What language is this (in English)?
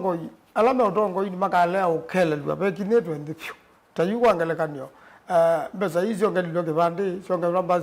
Kamba